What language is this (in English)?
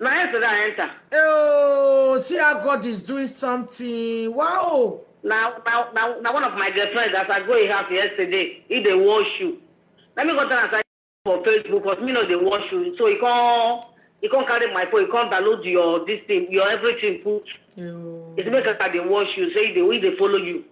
Nigerian Pidgin